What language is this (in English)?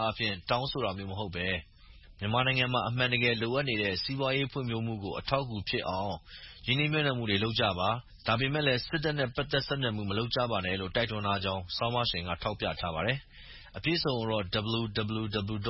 Burmese